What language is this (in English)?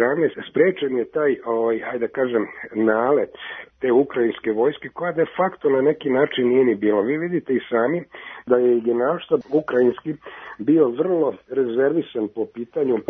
Serbian